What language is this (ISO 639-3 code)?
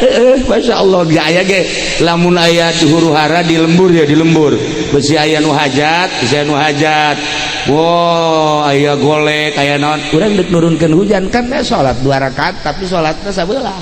sun